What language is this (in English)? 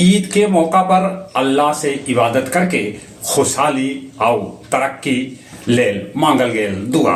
Magahi